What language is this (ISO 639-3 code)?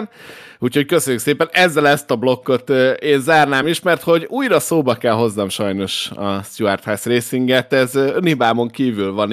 hun